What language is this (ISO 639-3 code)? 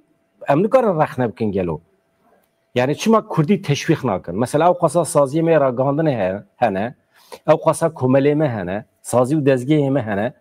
kur